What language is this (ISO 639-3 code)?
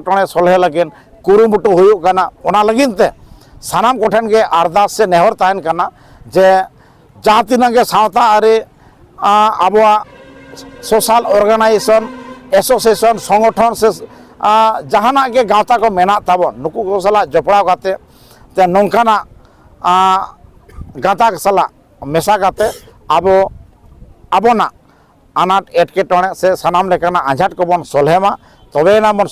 sat